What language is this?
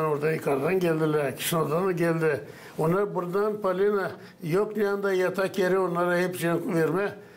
Gagauz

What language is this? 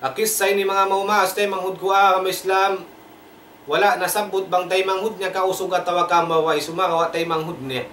Tausug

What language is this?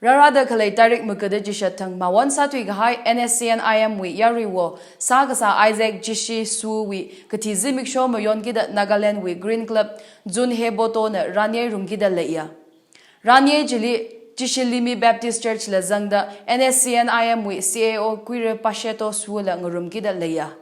Tangkhul Naga (India)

